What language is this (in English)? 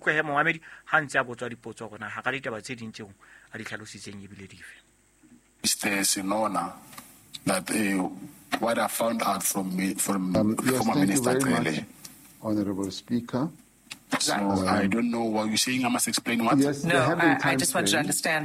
Southern Sotho